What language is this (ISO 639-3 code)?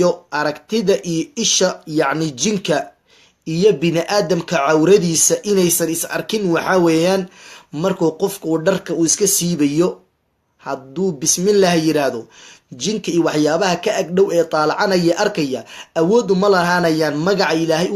som